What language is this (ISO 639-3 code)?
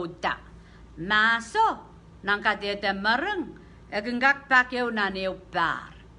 pon